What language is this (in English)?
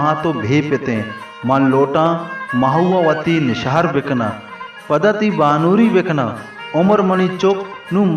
Baluchi